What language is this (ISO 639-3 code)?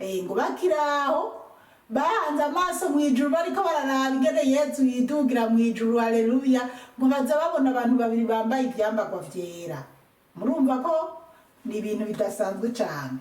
run